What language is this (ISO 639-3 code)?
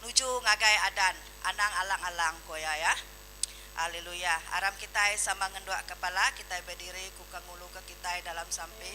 iba